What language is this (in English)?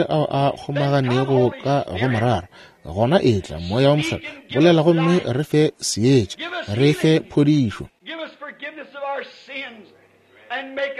Northern Sotho